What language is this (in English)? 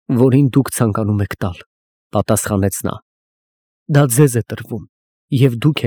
Armenian